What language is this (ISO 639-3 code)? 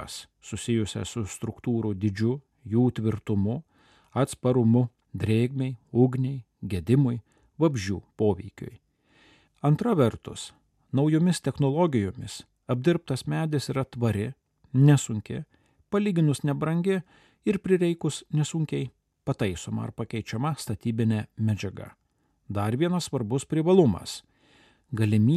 lit